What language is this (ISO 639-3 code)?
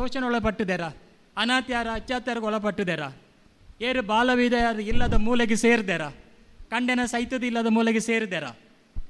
tcy